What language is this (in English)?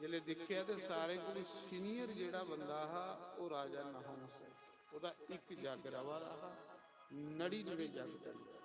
Dogri